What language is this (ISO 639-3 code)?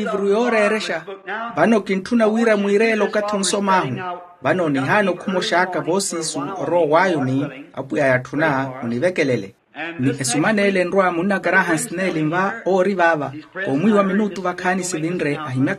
vmw